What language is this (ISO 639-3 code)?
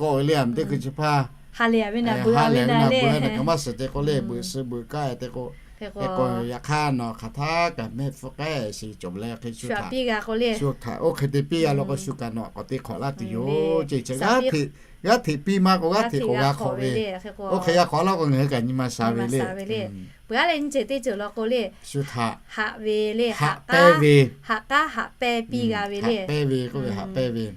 lhu